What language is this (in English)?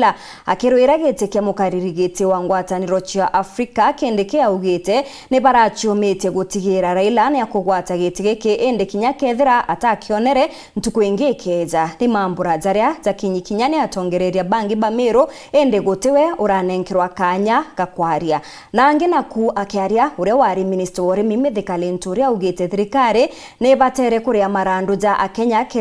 Meru